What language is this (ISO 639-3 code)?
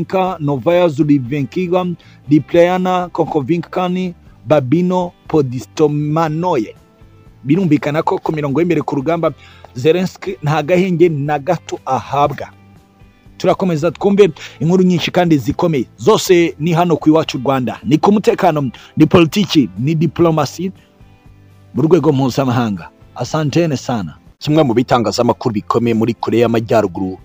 kin